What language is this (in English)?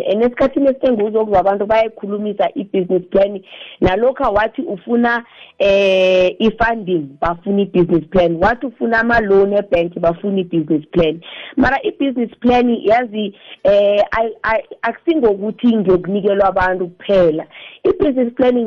South Ndebele